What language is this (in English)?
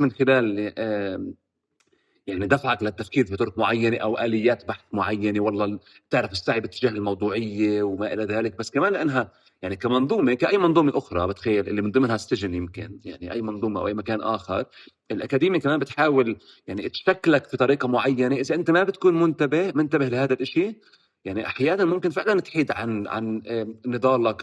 North Levantine Arabic